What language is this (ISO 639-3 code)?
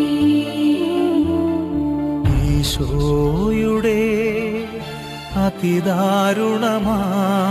mal